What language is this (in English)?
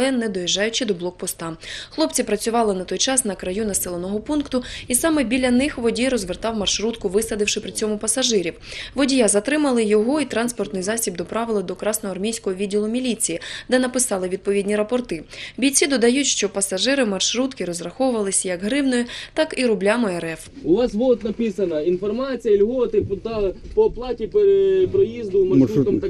Ukrainian